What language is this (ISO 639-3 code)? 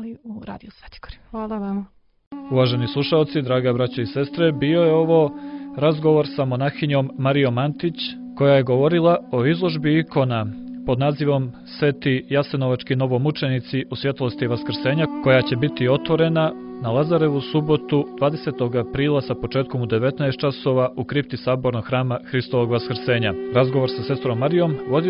srp